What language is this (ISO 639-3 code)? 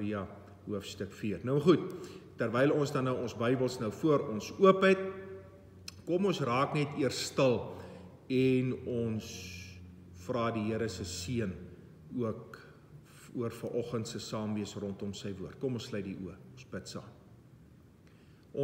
afr